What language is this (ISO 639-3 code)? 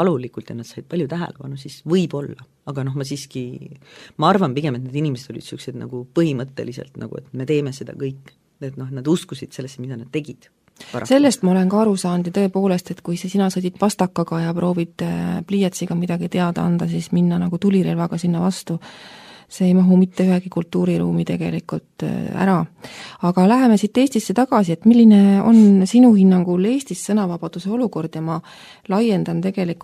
est